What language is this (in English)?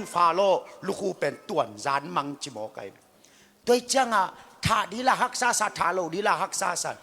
Tedim Chin